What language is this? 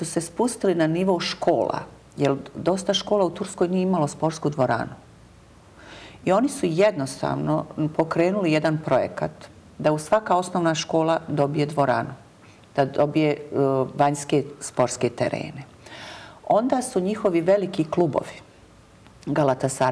Bosnian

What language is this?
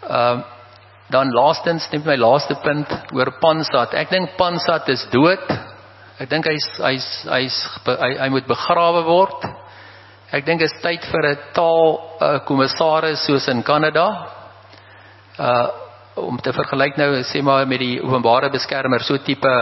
Afrikaans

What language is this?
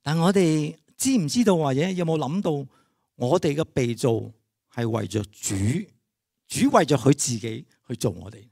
Cantonese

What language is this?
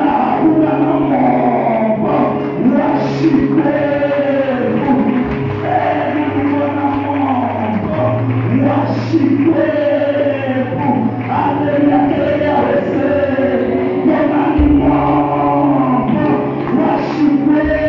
Tsonga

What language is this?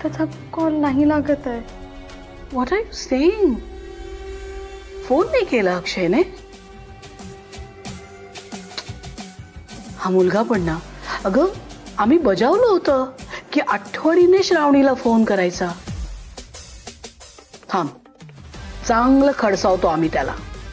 Marathi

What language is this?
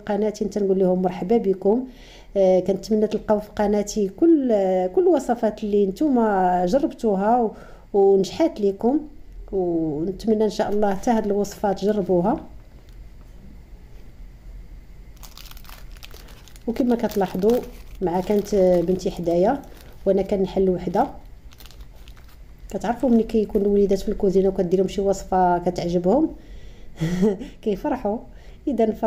Moroccan Arabic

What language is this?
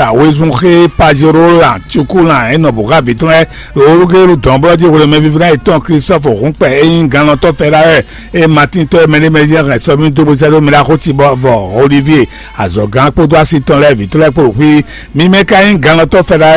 Fon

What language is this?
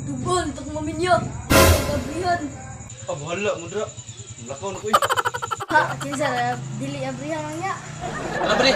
Cebuano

